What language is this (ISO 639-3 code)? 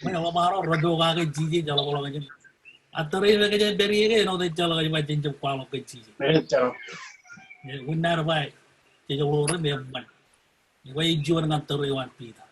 mah